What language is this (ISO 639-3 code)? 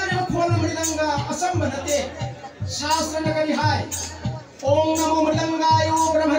mni